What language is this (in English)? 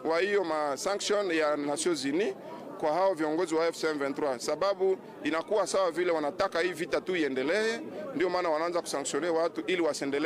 Swahili